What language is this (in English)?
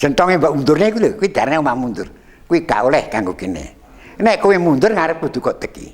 Javanese